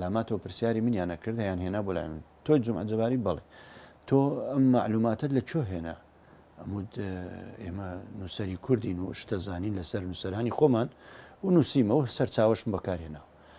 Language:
Central Kurdish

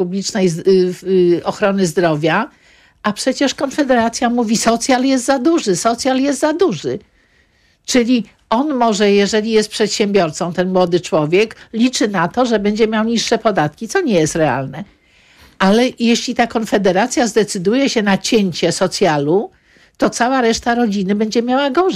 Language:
Polish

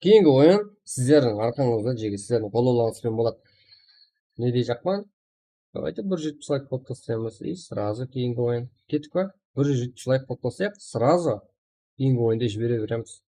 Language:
Kara-Kalpak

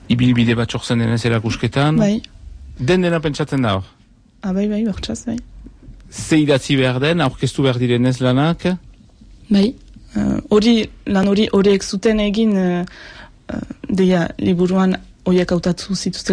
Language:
Basque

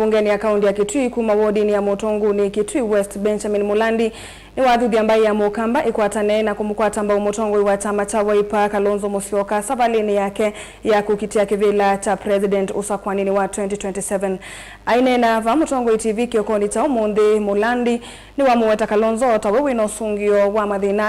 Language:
Kamba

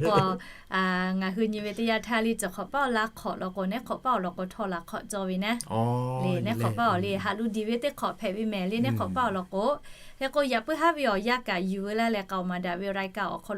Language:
Lahu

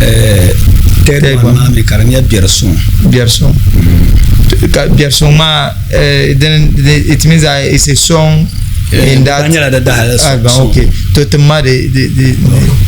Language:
Dagbani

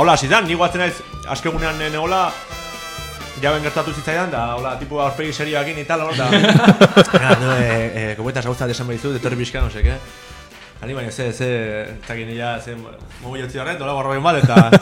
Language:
Basque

